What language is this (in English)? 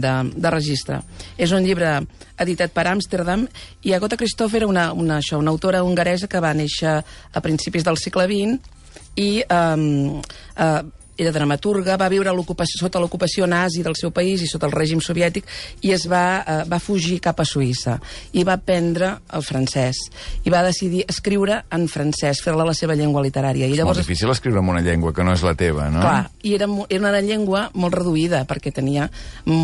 Catalan